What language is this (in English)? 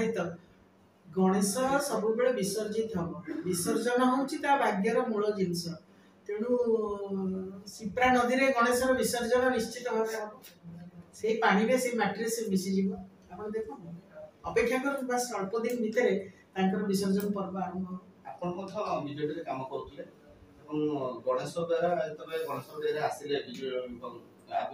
Odia